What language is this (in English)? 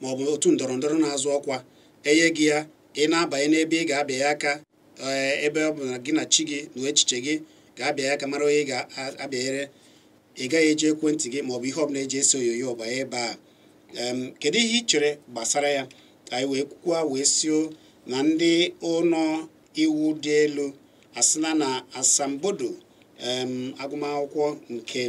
Igbo